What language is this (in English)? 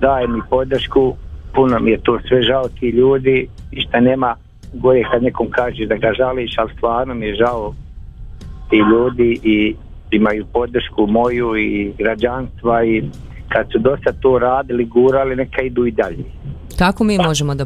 Bosnian